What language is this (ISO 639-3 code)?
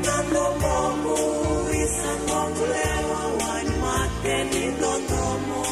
fij